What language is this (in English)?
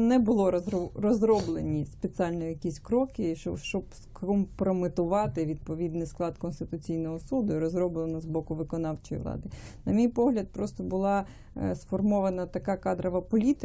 Ukrainian